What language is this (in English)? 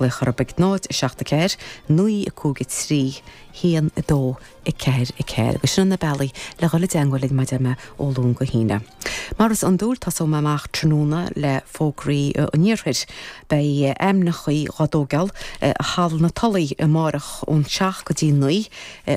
Irish